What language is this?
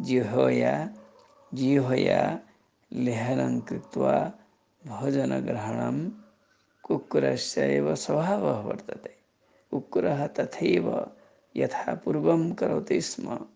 Sanskrit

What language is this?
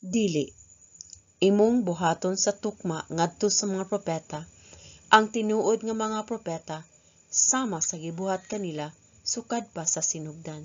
Cebuano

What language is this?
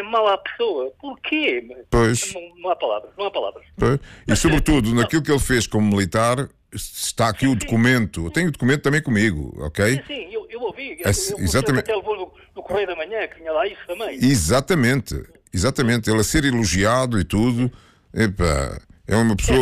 Portuguese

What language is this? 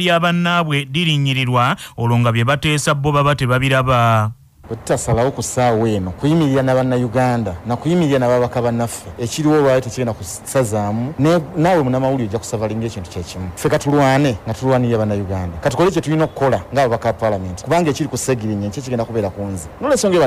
Ganda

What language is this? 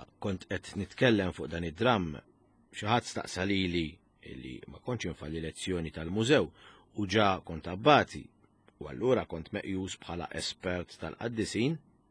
Maltese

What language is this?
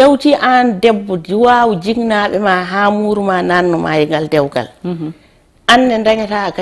Fula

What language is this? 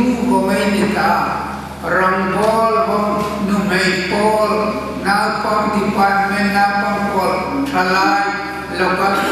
Hmar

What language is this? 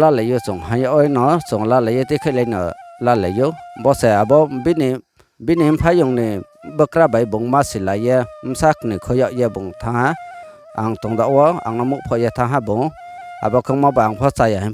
Riang (India)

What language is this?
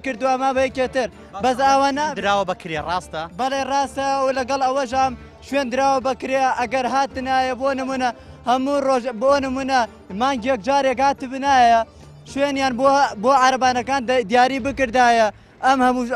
Central Kurdish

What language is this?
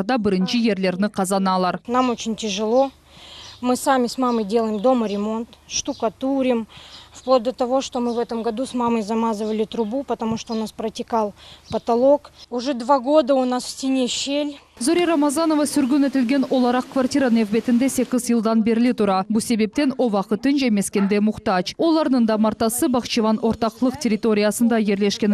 Crimean Tatar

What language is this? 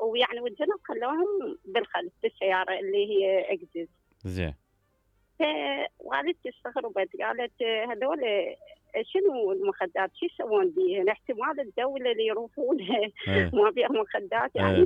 Mesopotamian Arabic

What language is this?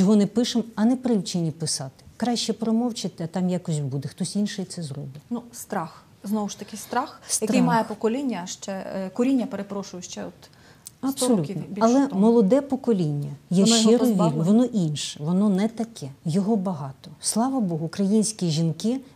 Ukrainian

